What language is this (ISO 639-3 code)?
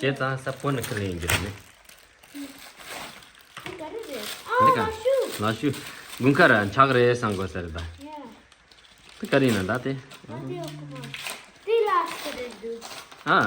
bod